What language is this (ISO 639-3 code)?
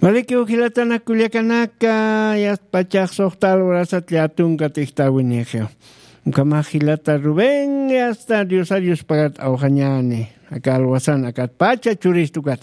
aym